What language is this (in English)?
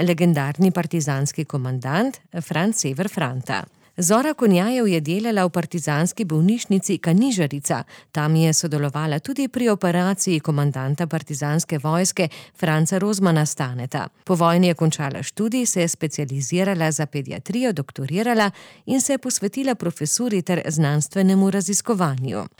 Slovenian